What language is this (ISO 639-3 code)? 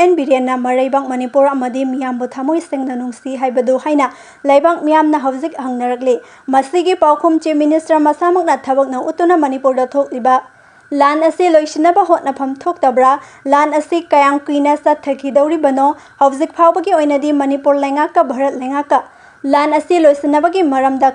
mni